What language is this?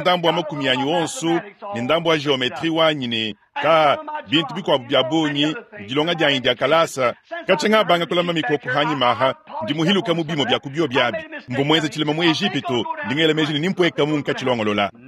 Luba-Lulua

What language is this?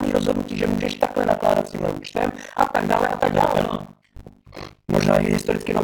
Czech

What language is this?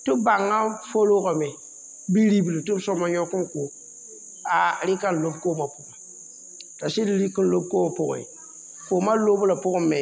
Mossi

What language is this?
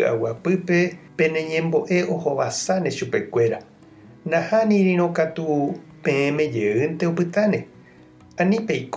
Guarani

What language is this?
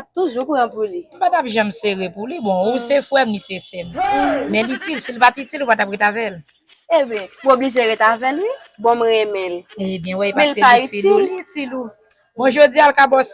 Haitian Creole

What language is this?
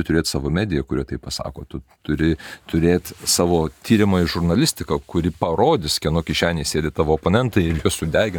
Lithuanian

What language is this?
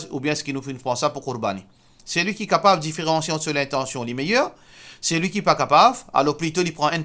Morisyen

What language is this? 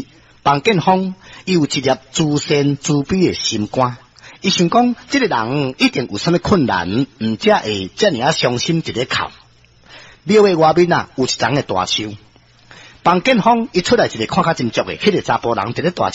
Min Nan Chinese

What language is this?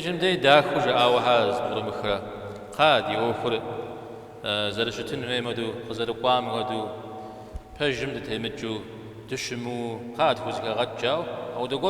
Kabardian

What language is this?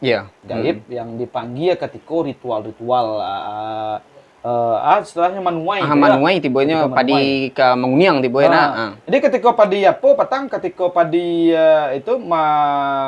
Minangkabau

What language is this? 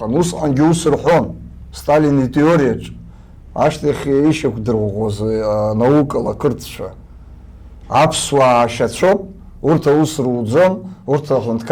Abkhazian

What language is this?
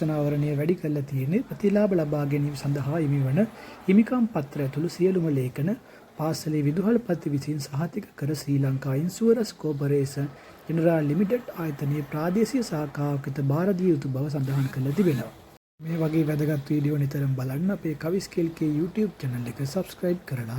Sinhala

